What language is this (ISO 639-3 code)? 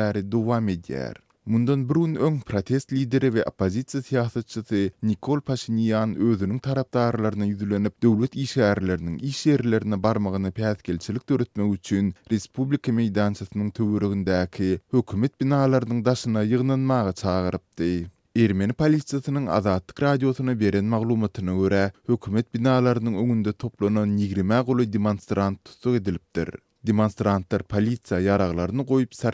tuk